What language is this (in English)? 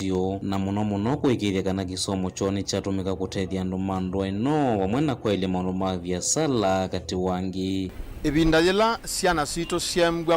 Kamba